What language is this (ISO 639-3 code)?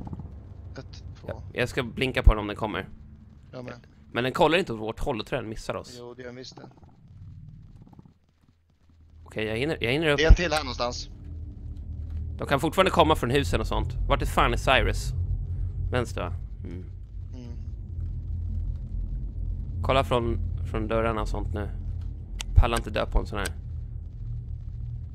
swe